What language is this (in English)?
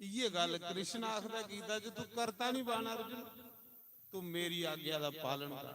Dogri